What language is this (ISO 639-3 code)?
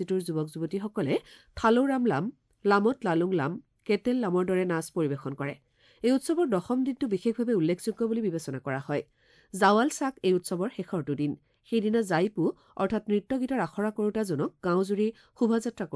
asm